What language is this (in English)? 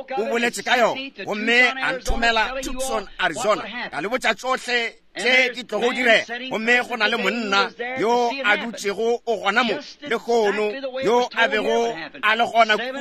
Northern Sotho